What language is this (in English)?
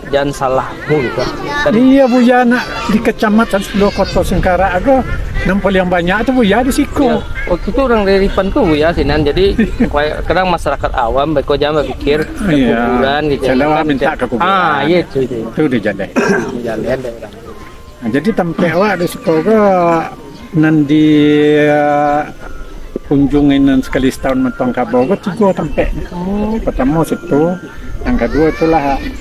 Minangkabau